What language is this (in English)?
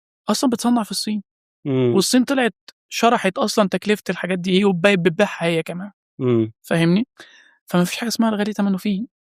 Egyptian Arabic